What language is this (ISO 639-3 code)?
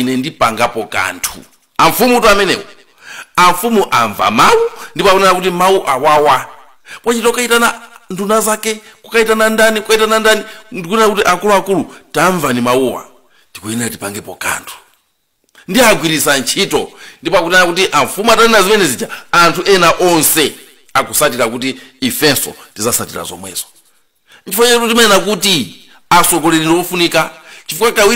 nya